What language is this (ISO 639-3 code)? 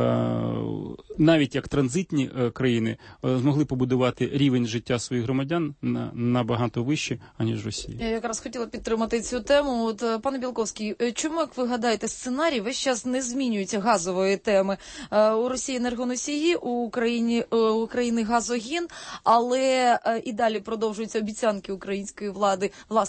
ukr